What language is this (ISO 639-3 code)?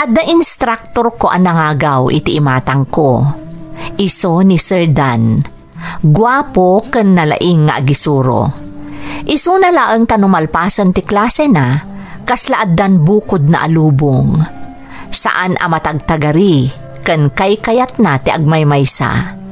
ilo